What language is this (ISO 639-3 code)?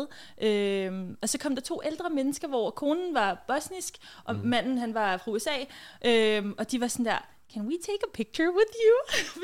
dan